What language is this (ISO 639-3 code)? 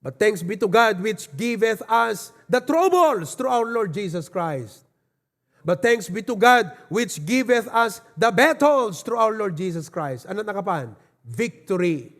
ilo